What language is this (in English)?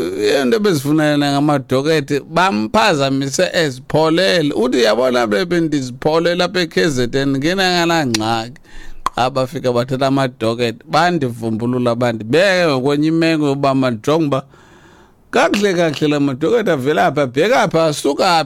Xhosa